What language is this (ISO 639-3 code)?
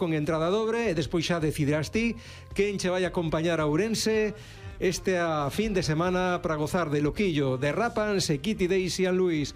glg